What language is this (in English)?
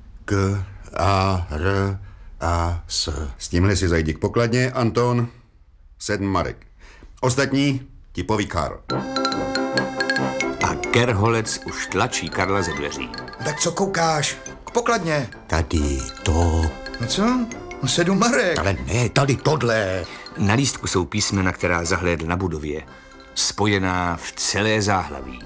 Czech